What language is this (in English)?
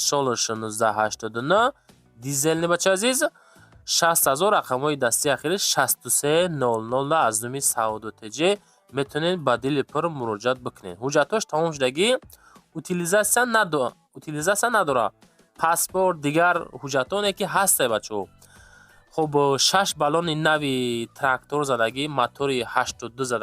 Tajik